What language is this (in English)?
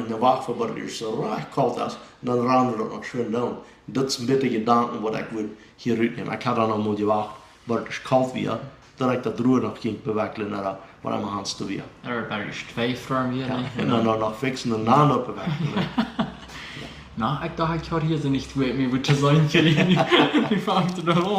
Plautdietsch